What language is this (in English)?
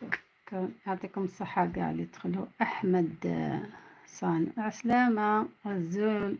Algerian Arabic